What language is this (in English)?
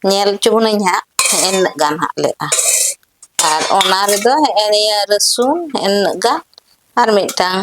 Santali